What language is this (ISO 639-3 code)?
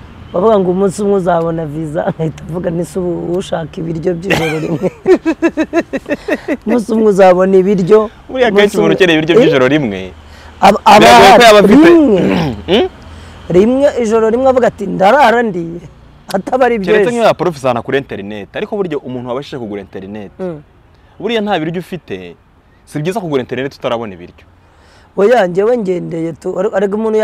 kin